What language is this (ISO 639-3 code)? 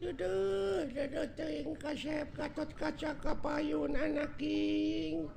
sun